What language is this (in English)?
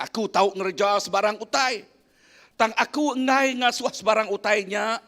Iban